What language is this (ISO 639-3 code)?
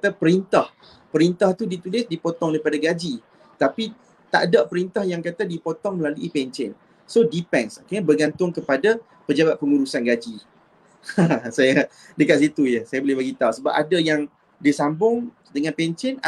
msa